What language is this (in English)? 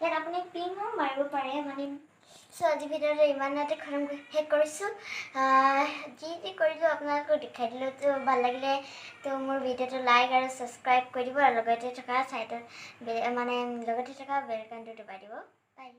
Assamese